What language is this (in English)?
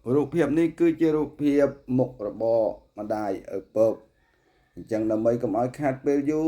Khmer